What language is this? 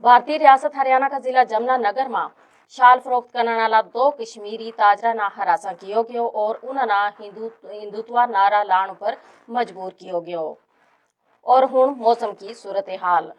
Gujari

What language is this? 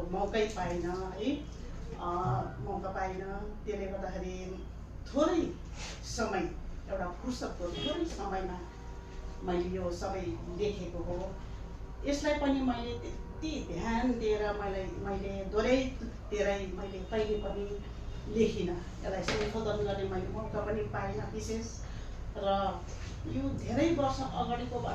Nepali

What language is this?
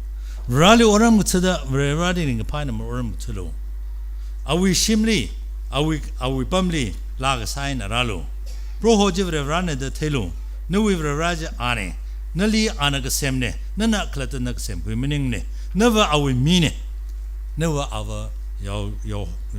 Tangkhul Naga (India)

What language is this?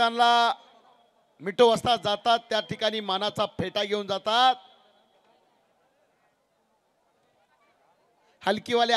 Marathi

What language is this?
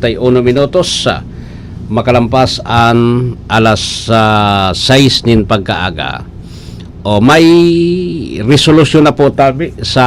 Bikol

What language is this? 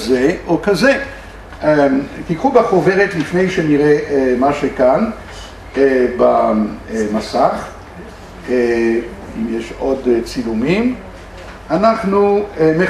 Hebrew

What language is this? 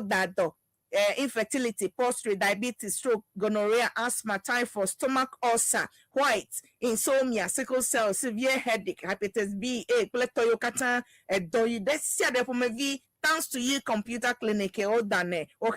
Ewe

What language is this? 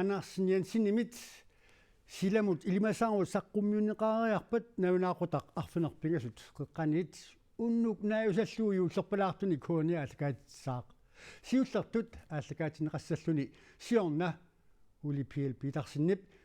Kalaallisut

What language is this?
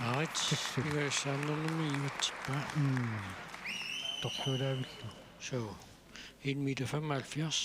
Kalaallisut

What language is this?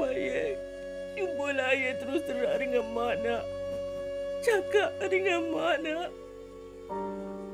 Malay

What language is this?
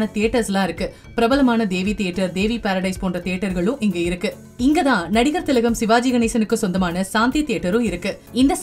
Tamil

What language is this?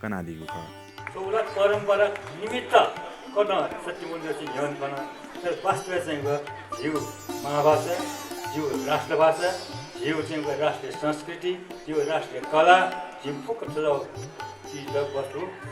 Newari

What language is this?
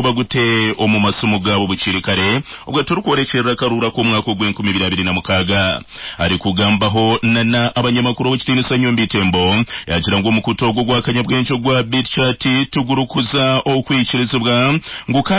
Nyankole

